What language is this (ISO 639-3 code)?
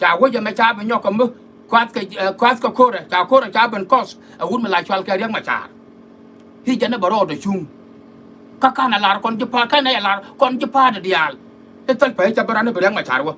nus